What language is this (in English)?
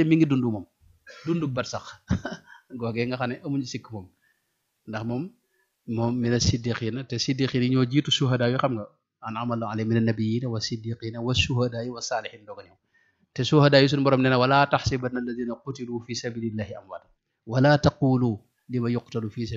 Wolof